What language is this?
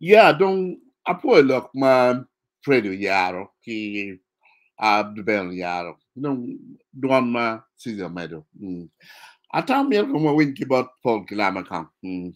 Acoli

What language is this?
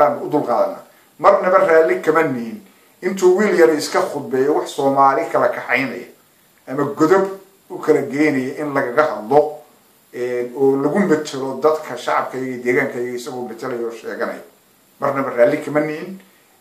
Somali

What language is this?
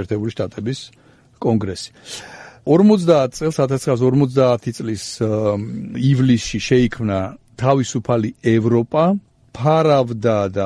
Georgian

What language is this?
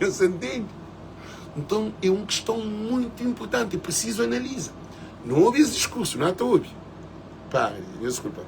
Kabuverdianu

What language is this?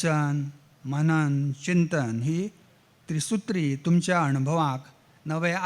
Konkani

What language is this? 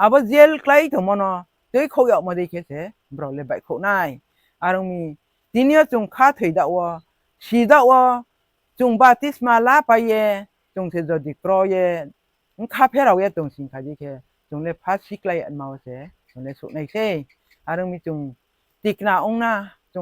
Riang (India)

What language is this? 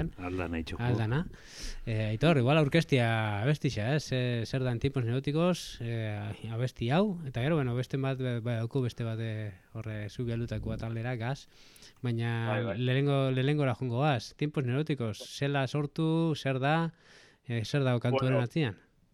Basque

